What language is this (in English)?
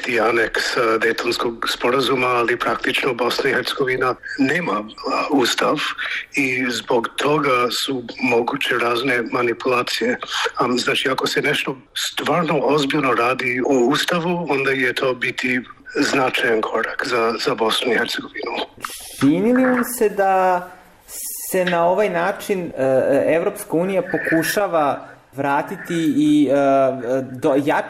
Bosnian